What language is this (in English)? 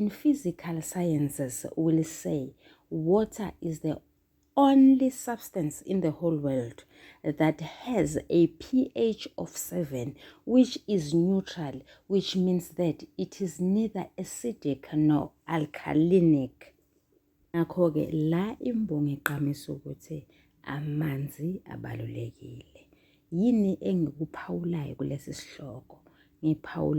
Zulu